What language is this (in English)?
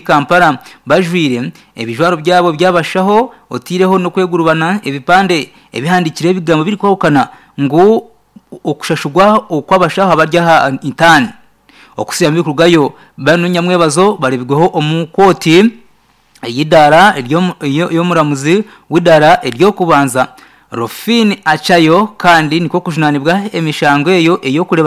Nyankole